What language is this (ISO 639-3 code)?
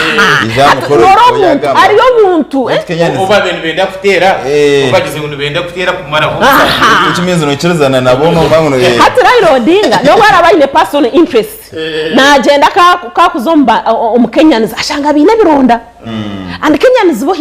nyn